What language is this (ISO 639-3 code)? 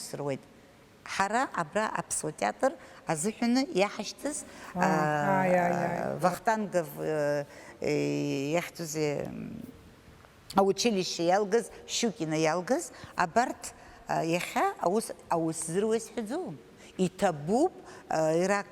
abk